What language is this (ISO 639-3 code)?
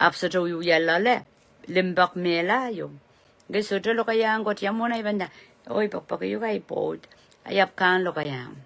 pon